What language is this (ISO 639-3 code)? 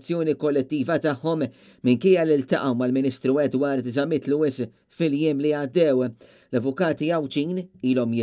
mlt